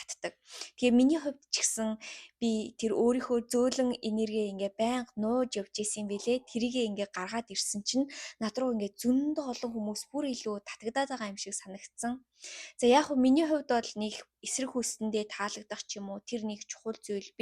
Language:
Mongolian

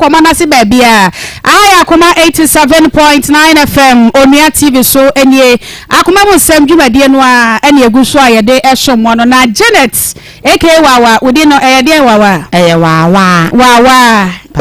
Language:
Akan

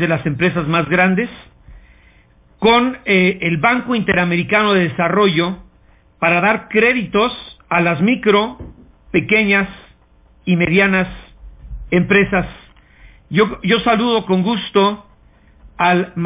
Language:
Spanish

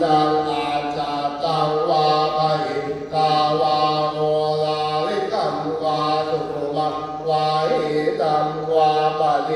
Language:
Pali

